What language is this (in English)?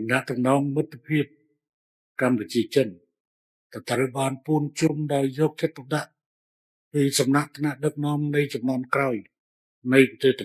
Khmer